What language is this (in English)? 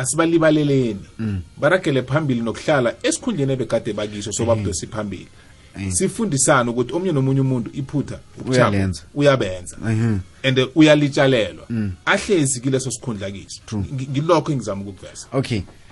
South Ndebele